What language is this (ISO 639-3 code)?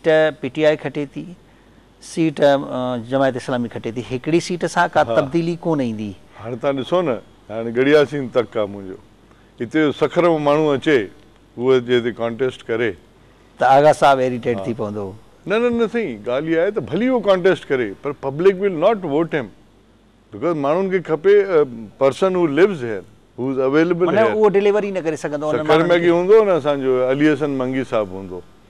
snd